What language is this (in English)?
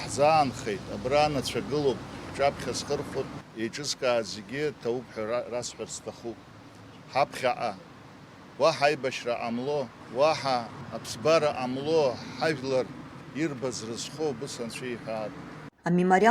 Abkhazian